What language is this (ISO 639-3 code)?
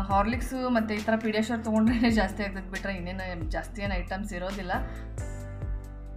kan